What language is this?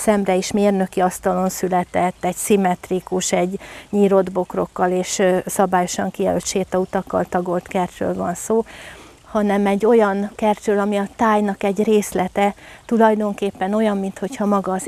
Hungarian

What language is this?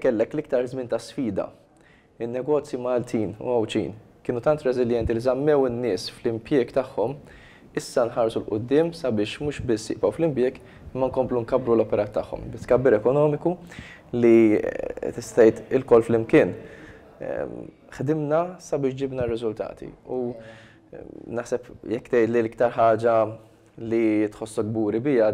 Maltese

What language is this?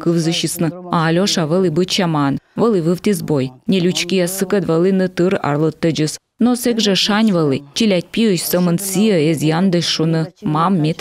Komi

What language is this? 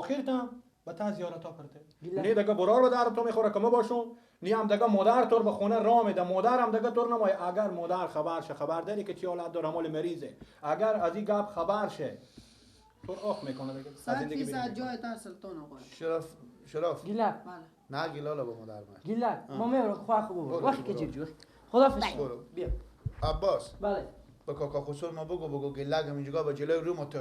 Persian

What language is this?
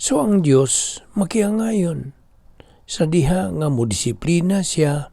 Cebuano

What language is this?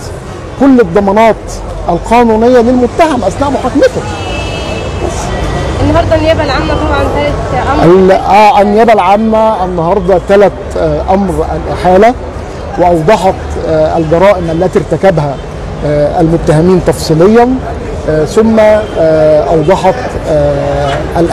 Egyptian Arabic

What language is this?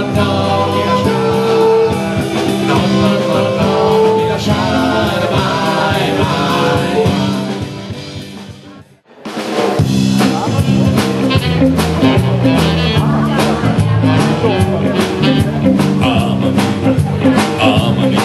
Italian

